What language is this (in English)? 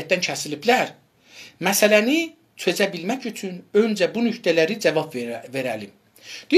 South Azerbaijani